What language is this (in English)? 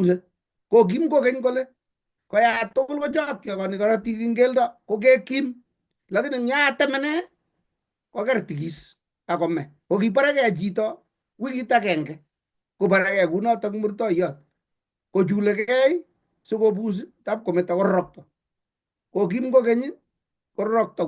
Kalenjin